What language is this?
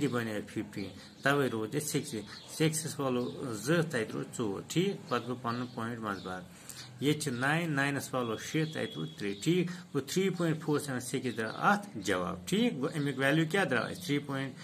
Kashmiri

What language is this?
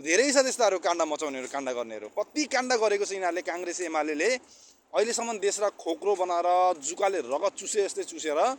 Nepali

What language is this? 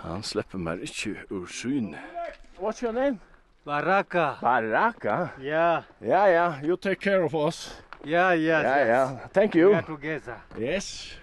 Faroese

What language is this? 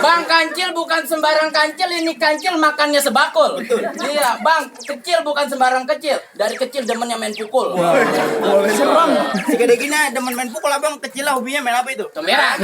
Betawi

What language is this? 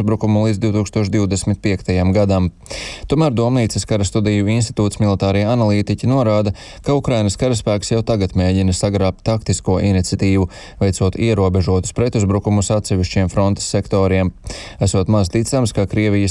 Latvian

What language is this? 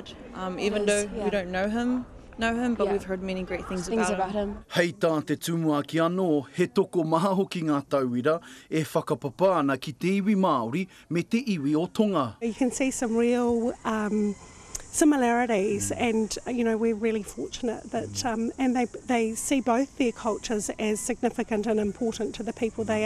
Māori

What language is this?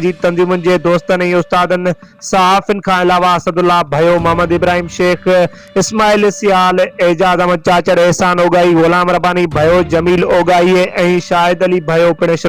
Sindhi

